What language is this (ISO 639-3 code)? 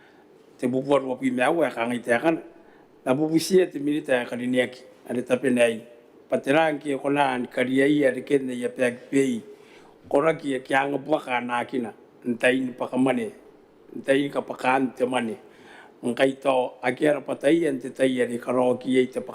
gil